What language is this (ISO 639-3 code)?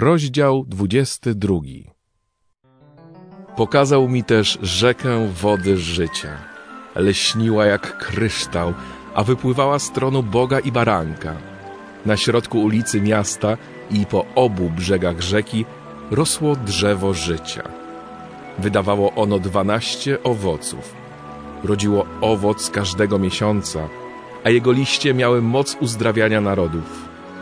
pol